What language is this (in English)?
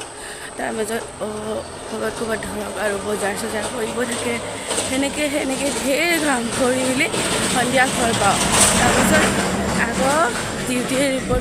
Assamese